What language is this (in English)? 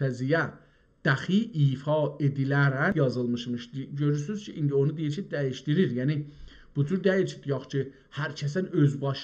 South Azerbaijani